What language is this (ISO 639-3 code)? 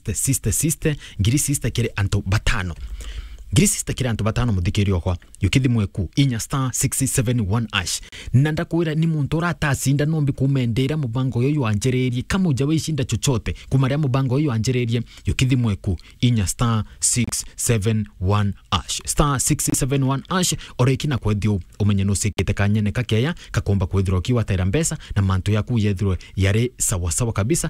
mer